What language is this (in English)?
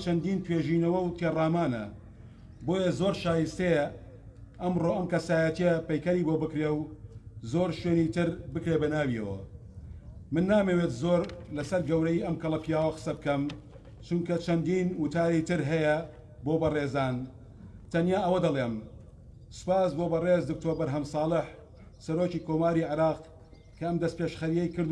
Central Kurdish